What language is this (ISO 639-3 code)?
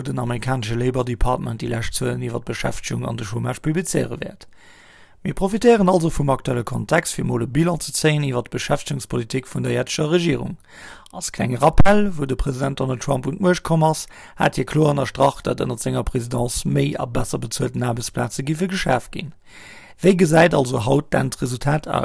ltz